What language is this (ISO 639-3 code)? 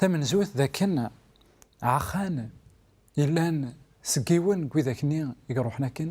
kab